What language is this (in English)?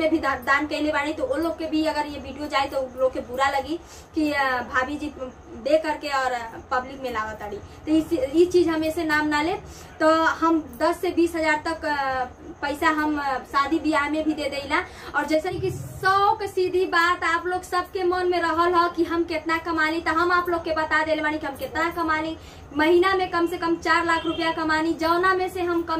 Bhojpuri